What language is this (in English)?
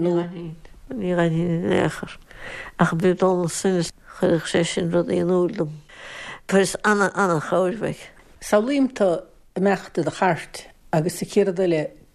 Irish